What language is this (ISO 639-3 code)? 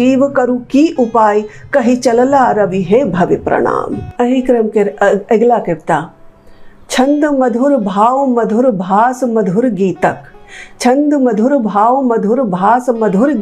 mai